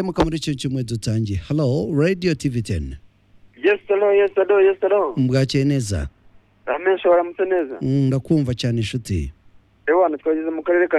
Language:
Kinyarwanda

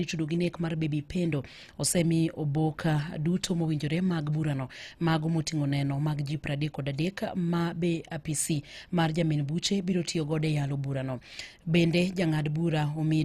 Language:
Luo (Kenya and Tanzania)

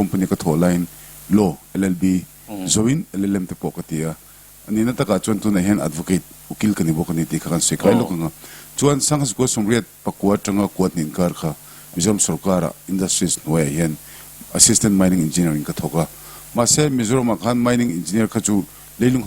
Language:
Mizo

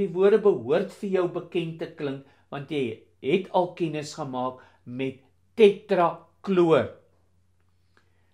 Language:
Afrikaans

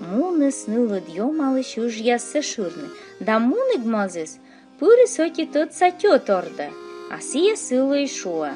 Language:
Komi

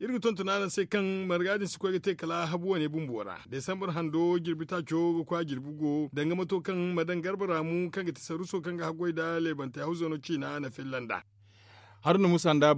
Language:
Zarma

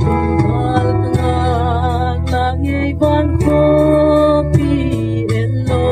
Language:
Gangte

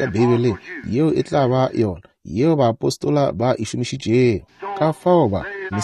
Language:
Northern Sotho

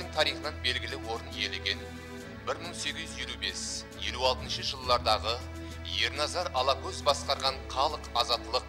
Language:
Kara-Kalpak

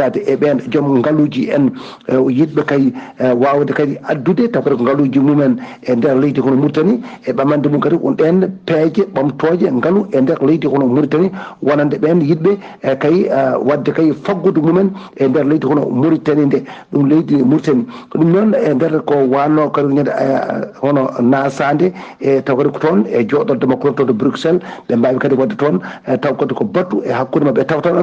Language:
Fula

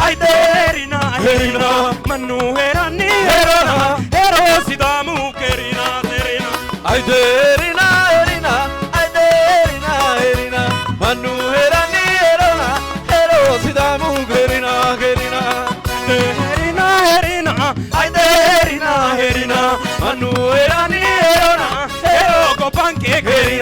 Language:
Sidamo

